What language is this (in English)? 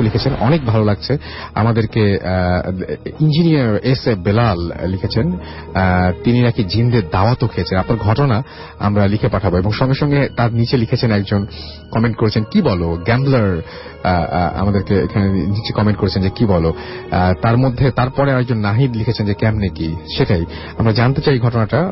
Bangla